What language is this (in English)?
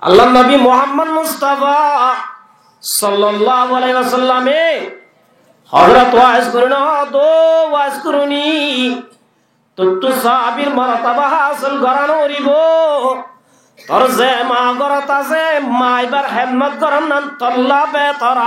Rohingya